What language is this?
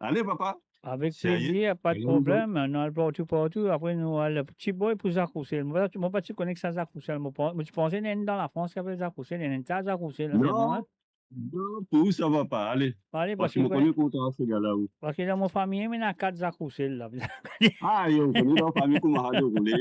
Morisyen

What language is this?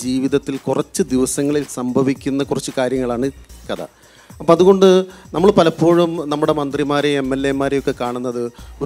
Malayalam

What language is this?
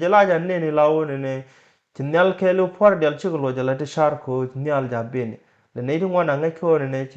Nuer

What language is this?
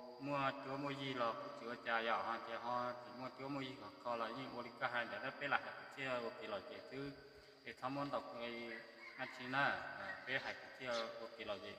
Hmong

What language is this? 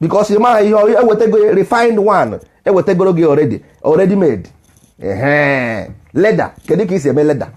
Igbo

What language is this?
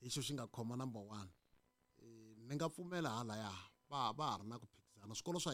Tsonga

